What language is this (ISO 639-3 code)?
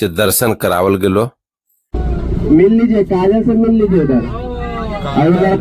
mag